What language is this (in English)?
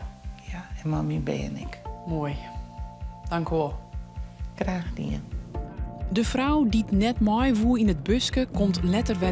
Western Frisian